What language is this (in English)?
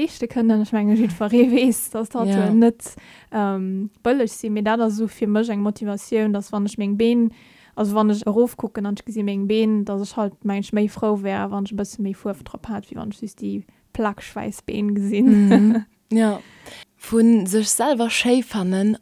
Luxembourgish